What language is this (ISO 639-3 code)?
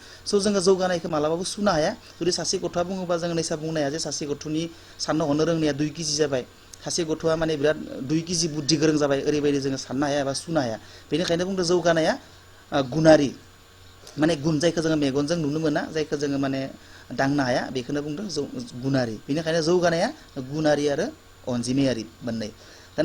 brx